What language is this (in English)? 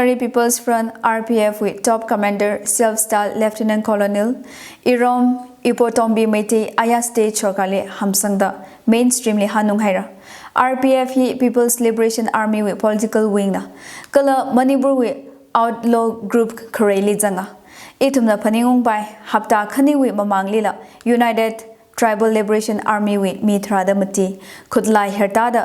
Tangkhul Naga (India)